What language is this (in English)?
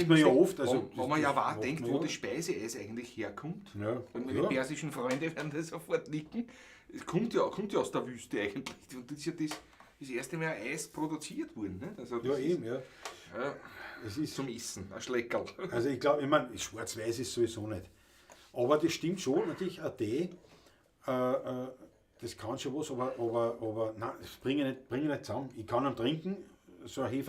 Bavarian